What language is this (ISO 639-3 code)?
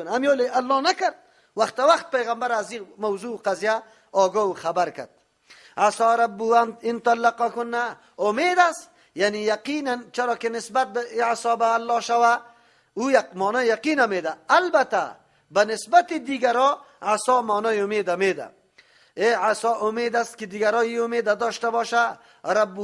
fas